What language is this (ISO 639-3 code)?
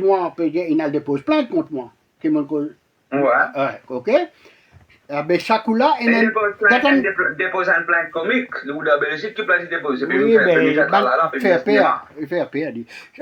mfe